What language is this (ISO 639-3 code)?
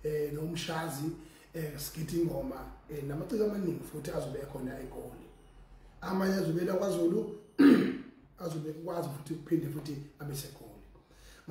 zul